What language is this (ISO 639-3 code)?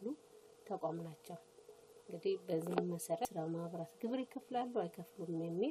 amh